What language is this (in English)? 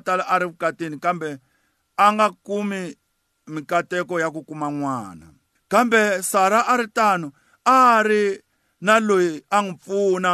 Tsonga